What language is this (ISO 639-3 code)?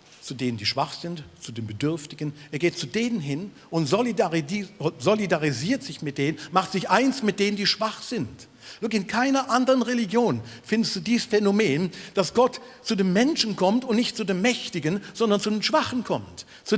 gsw